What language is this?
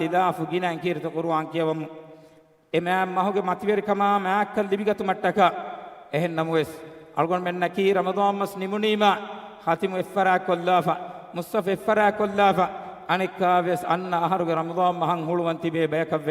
Divehi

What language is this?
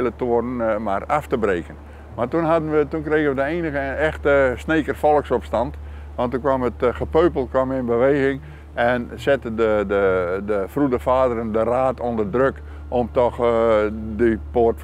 Western Frisian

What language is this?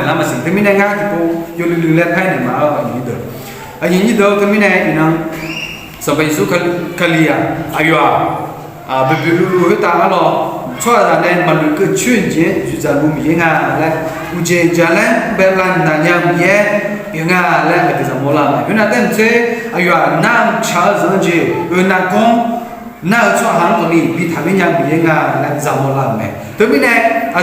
Akha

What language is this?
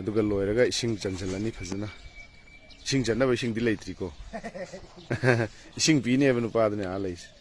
Manipuri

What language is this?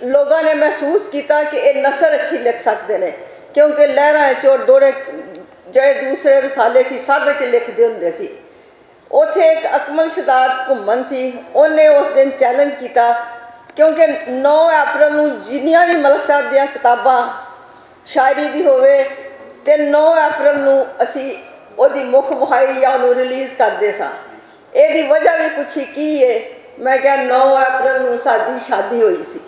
Western Panjabi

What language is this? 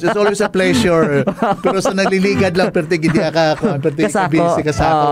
Hiligaynon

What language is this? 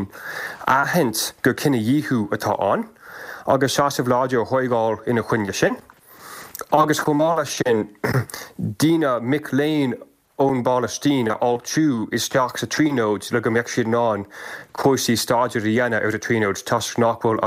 Irish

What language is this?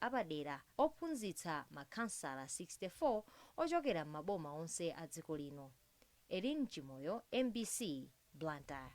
Nyanja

